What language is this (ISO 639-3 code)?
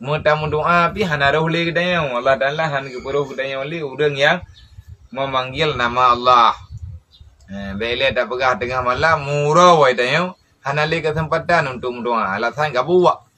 ace